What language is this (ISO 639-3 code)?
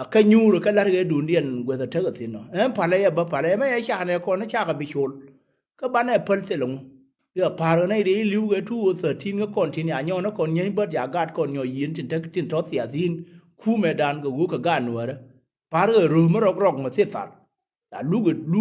nus